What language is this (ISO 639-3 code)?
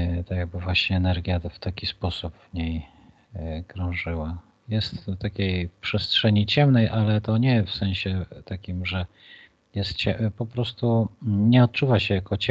pol